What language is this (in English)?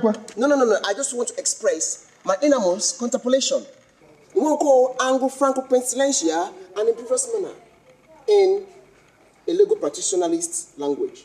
Igbo